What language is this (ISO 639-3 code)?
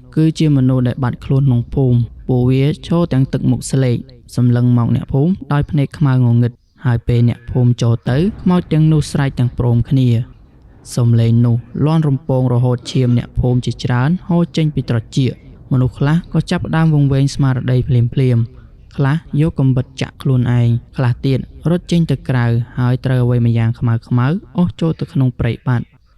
khm